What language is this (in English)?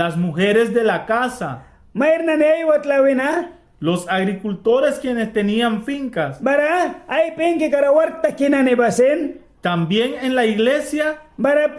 Mískito